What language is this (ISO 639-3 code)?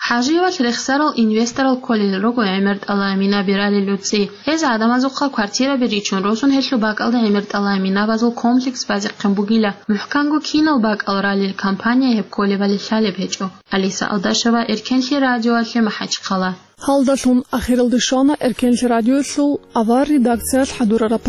ava